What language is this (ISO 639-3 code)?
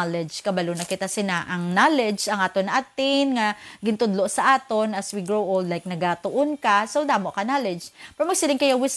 hil